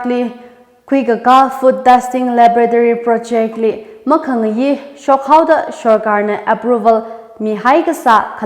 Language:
Tangkhul Naga (India)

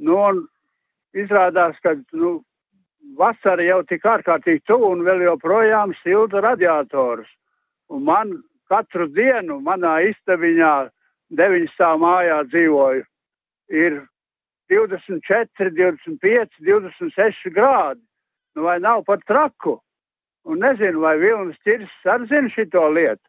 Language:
Latvian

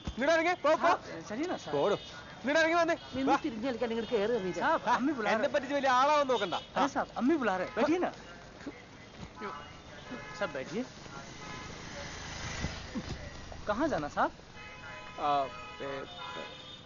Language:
Malayalam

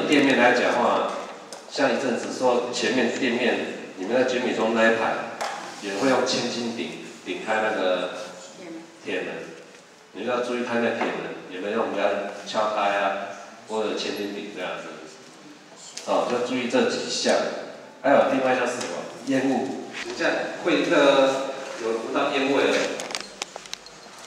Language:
Chinese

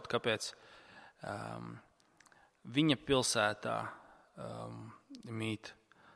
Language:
Latvian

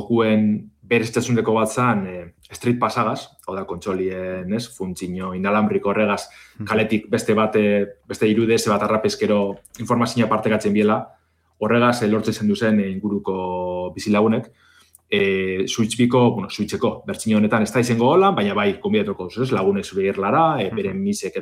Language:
Basque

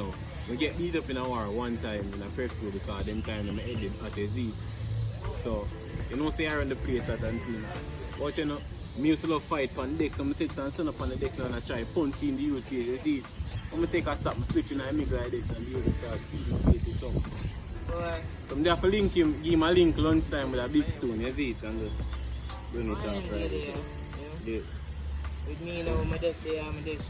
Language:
Jamaican Creole English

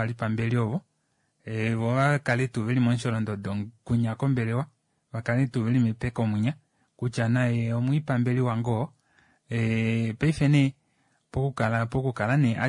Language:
Kuanyama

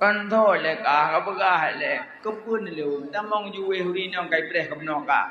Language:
Achinese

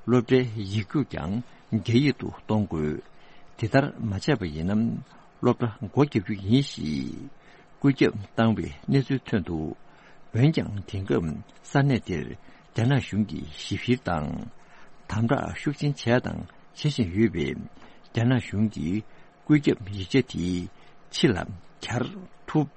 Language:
Tibetan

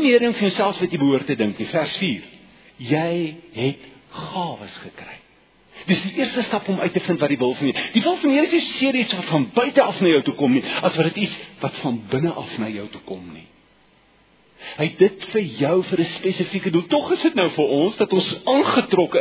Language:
Afrikaans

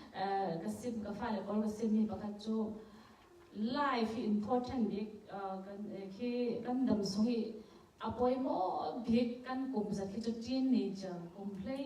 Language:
Falam Chin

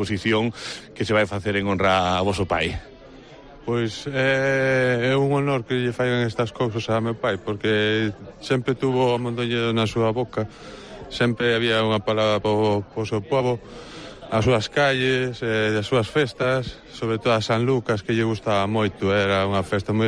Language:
Galician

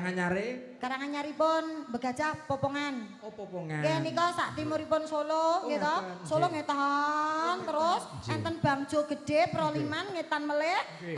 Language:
Javanese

